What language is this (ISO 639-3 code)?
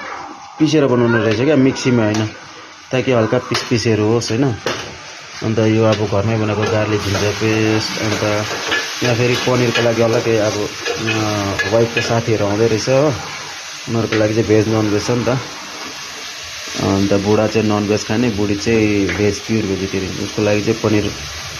nep